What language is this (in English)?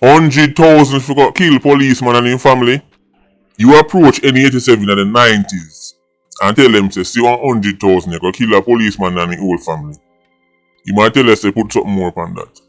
Jamaican Creole English